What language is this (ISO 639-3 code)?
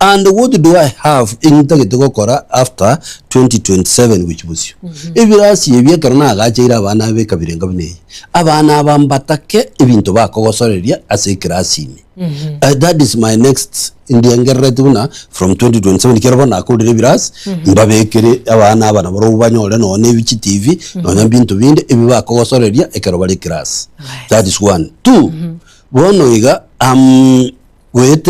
guz